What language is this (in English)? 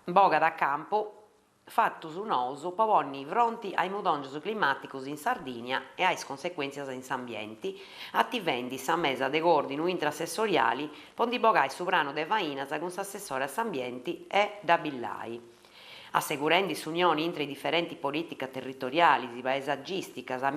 Sardinian